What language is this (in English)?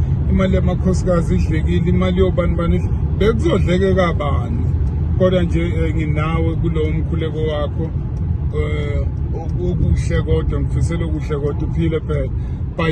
Zulu